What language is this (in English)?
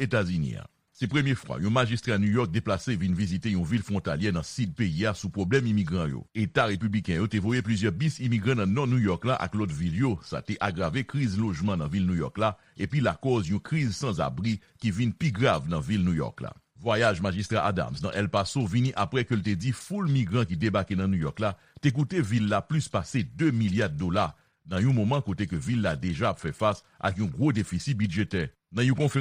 Haitian Creole